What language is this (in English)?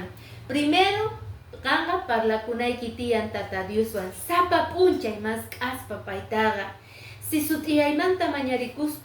Quechua